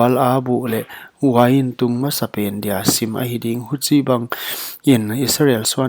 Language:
Paite Chin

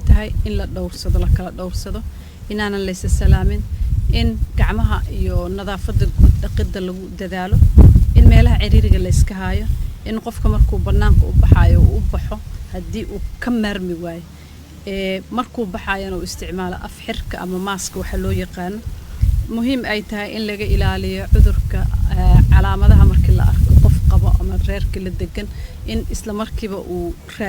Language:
Somali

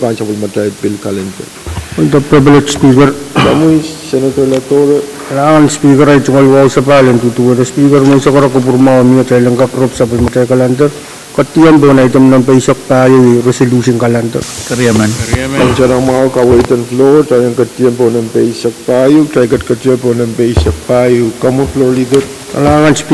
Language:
Pohnpeian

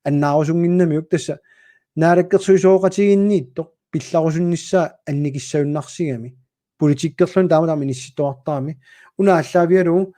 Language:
Kalaallisut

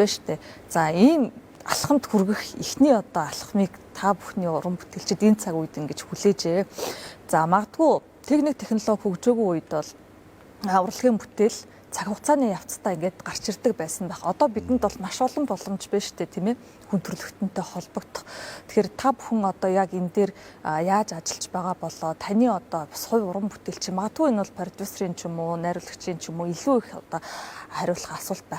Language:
Mongolian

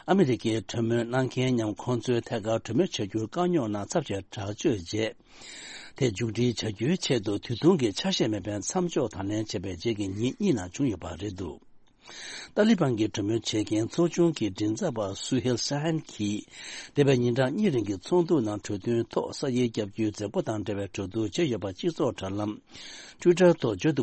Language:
Tibetan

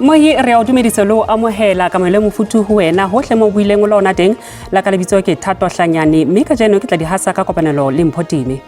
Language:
Southern Sotho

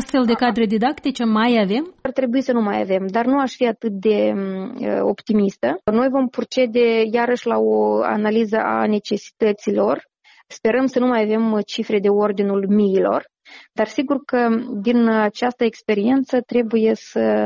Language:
Romanian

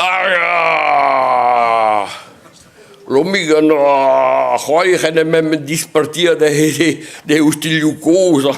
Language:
Breton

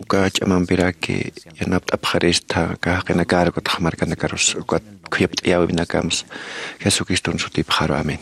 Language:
Aymara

